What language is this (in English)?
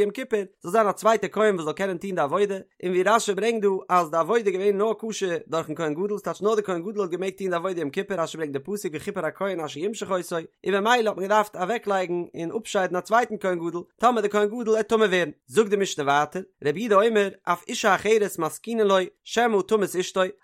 Yiddish